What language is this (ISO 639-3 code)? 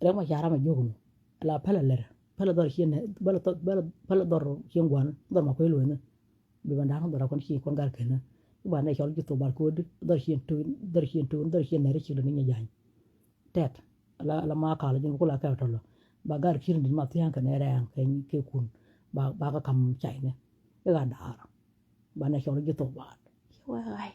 nus